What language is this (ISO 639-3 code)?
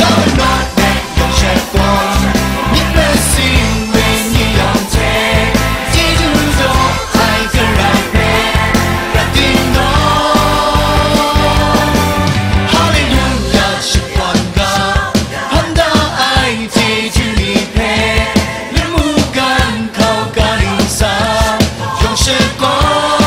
kac